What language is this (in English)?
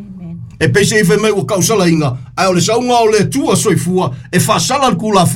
Samoan